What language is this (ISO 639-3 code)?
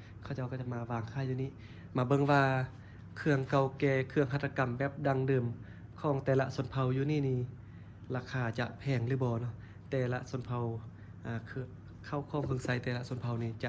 lao